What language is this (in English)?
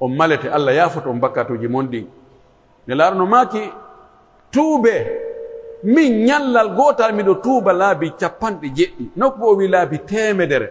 Pular